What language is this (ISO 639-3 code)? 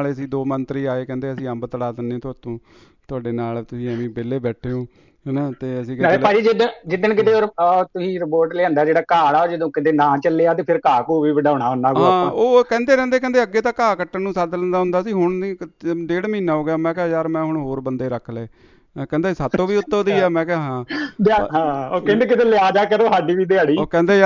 pan